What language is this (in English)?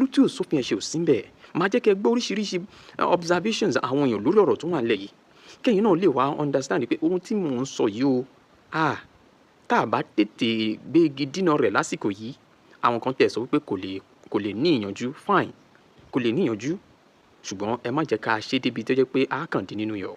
Yoruba